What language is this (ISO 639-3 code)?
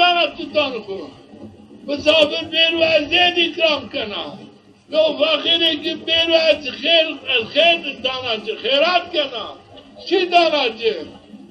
zza